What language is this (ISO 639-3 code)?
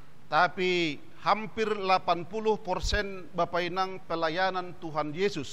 bts